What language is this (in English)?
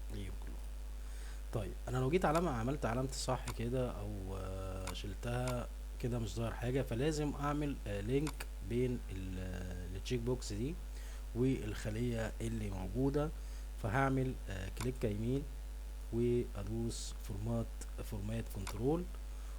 Egyptian Arabic